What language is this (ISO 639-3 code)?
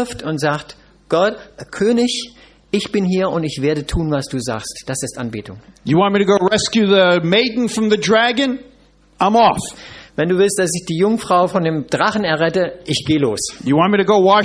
deu